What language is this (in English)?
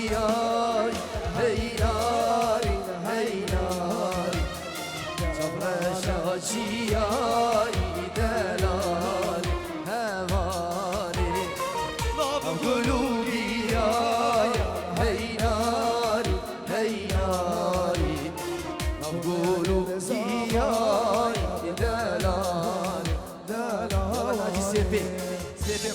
Kurdish